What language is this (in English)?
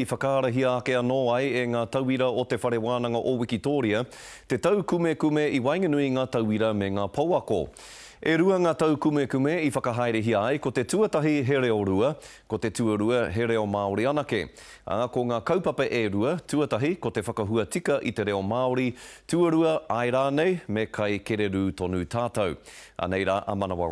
Māori